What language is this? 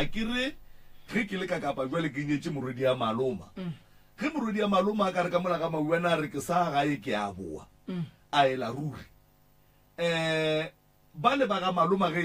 Northern Sotho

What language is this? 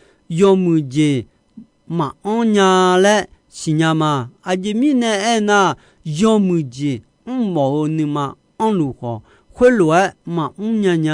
Akha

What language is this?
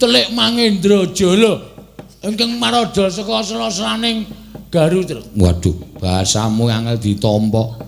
Javanese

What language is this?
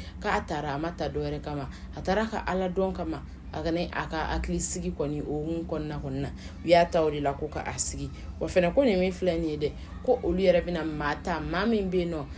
Bambara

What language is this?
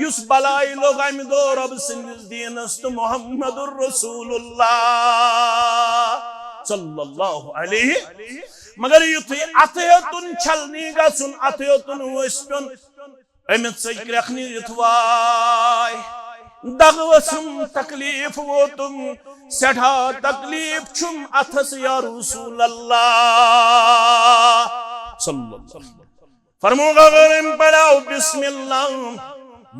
Kashmiri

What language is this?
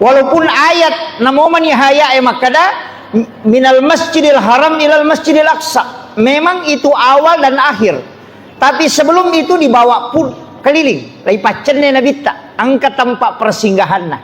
Buginese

